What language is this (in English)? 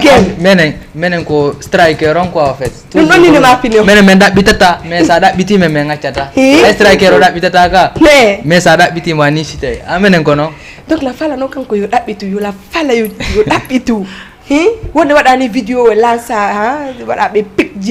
Fula